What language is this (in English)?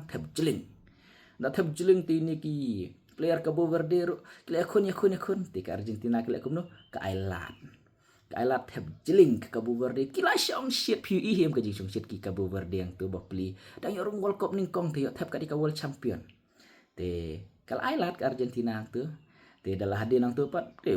Khasi